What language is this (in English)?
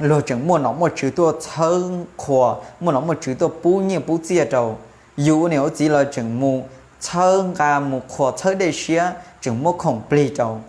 Hmong